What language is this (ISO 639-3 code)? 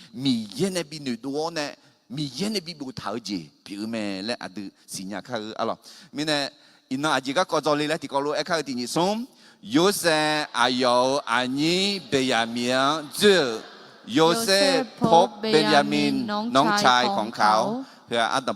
ahk